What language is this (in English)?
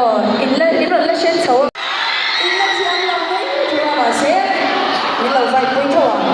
Mizo